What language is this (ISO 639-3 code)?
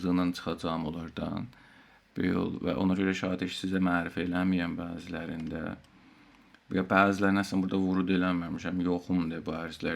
azb